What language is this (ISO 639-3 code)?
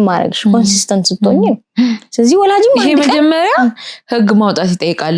amh